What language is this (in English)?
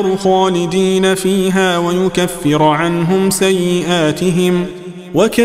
Arabic